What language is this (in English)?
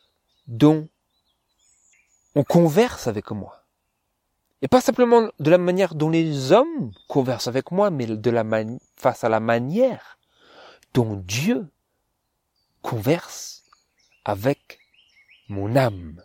French